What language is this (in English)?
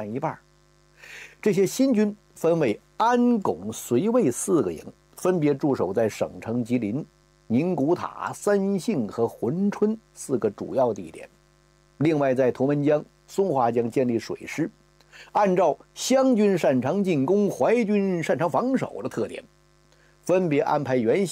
Chinese